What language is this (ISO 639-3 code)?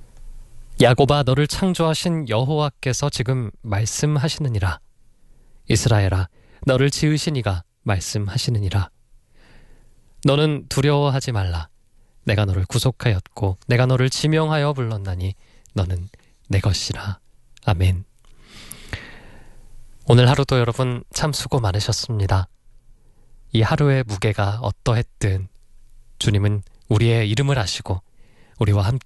kor